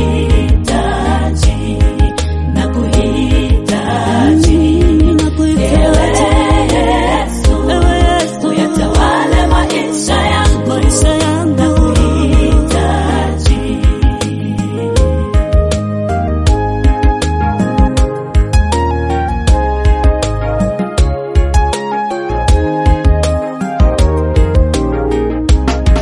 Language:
Swahili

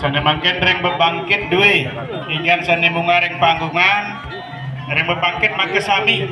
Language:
Balinese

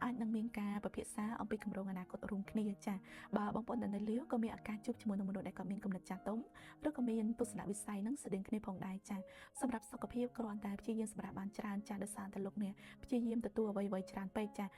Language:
Khmer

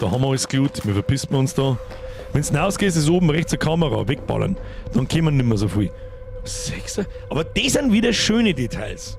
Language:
Bavarian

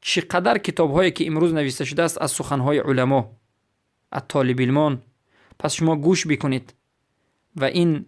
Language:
Persian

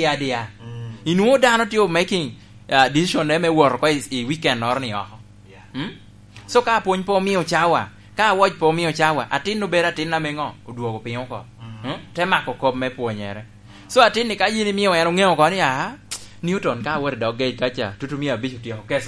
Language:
Lango (Uganda)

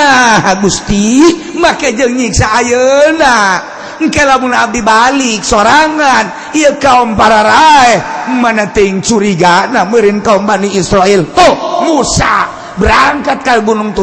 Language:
Sundanese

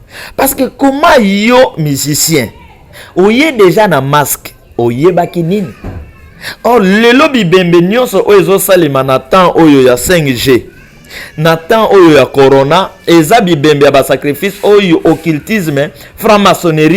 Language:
Lingala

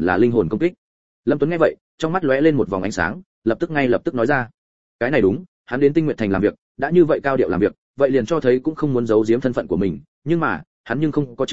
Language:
Vietnamese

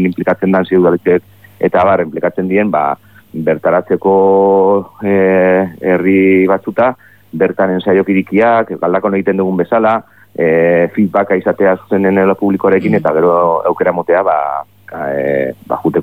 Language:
Basque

